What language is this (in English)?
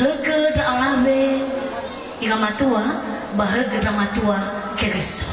Nias